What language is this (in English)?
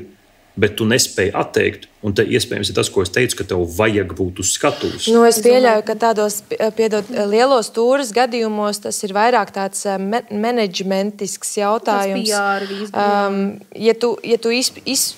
Latvian